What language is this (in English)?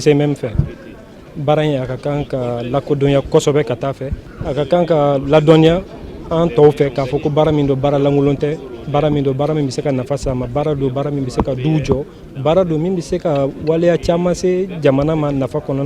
Bambara